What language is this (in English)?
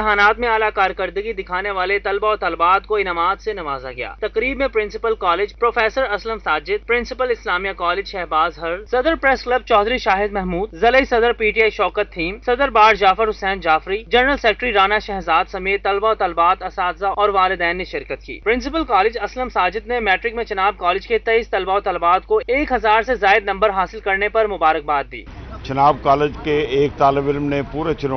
Urdu